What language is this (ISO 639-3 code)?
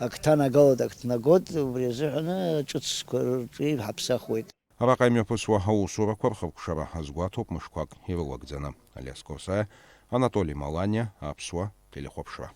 abk